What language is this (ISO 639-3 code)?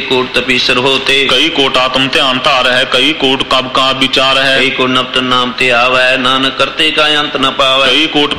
pan